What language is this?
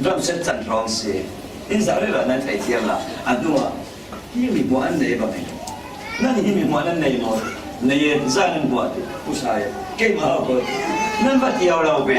Falam Chin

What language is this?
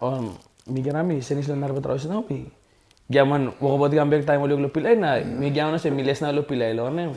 Tok Pisin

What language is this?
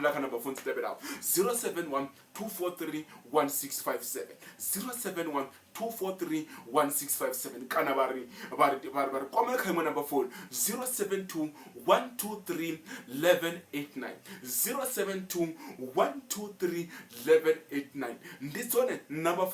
Venda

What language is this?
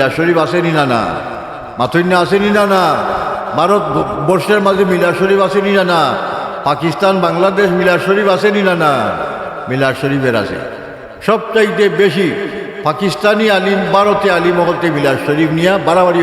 Sylheti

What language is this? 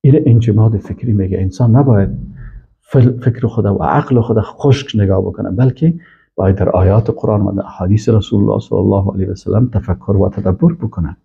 Persian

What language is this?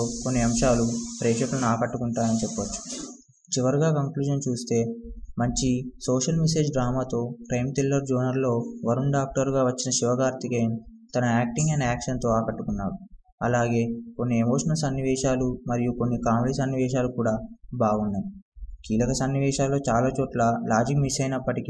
Telugu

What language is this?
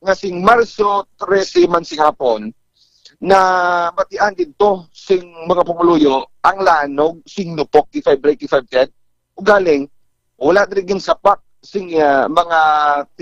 Hiligaynon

